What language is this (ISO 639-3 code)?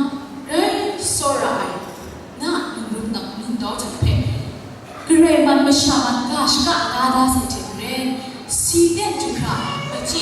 kac